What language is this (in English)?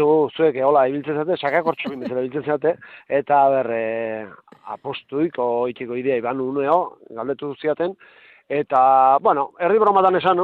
Basque